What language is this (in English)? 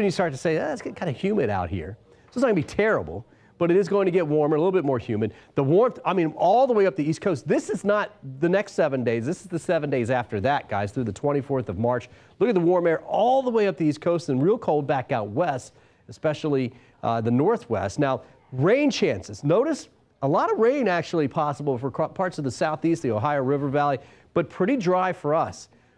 English